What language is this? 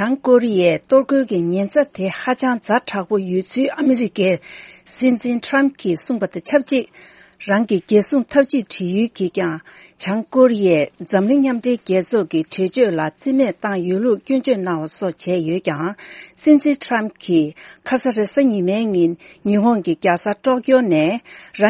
Tibetan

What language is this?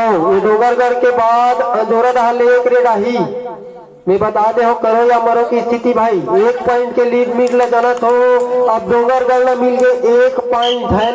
Chhattisgarhi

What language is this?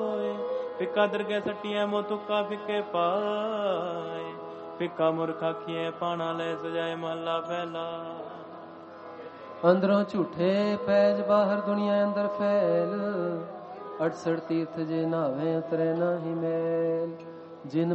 Punjabi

